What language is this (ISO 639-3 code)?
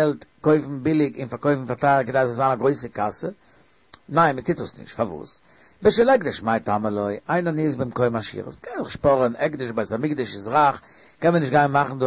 yid